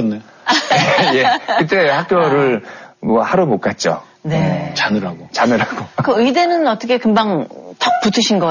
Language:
Korean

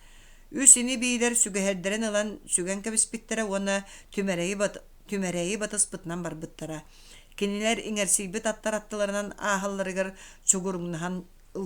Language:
Yakut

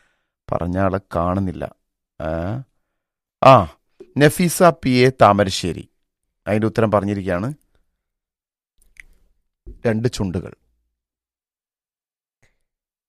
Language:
Malayalam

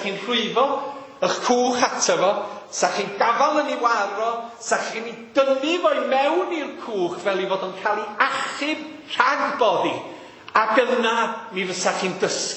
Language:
Welsh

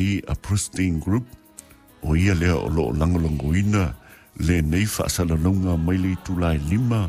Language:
Samoan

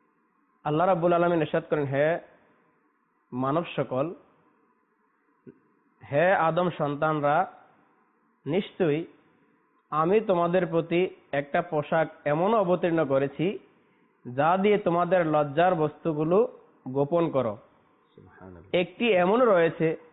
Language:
Bangla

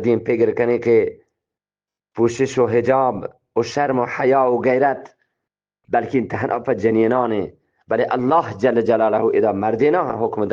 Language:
Eastern Balochi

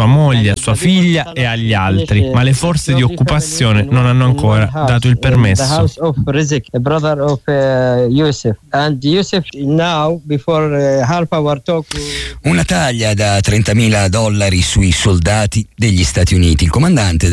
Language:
Italian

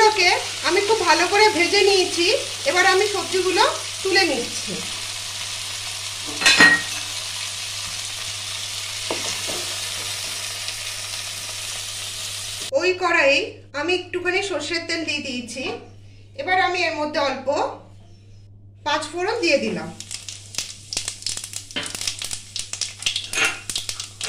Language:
Bangla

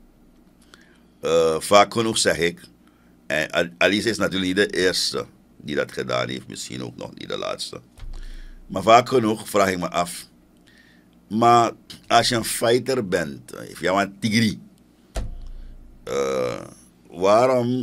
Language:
Dutch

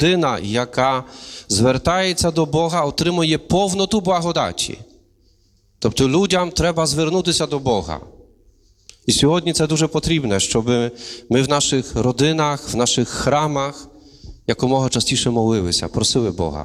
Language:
Ukrainian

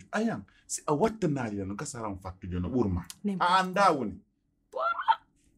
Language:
Pular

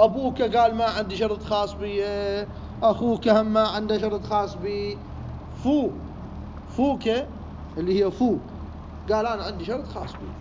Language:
Mesopotamian Arabic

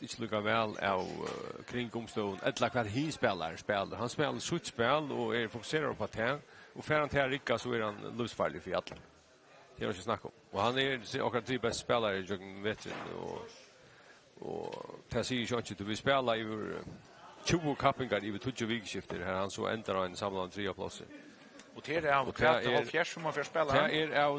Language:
Faroese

